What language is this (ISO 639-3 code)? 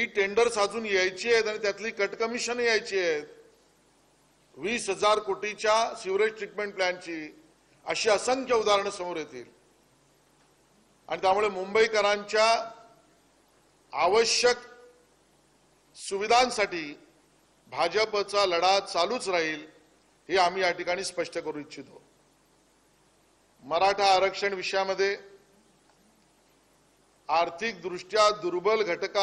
mar